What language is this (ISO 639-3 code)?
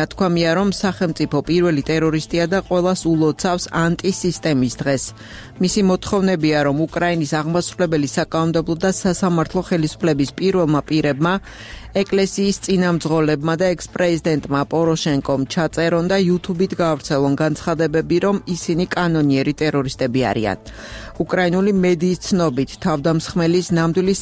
kat